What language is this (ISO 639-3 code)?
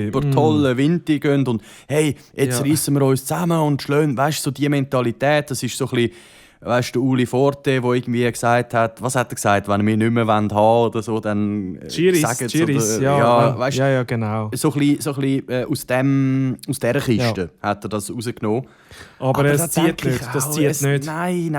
gsw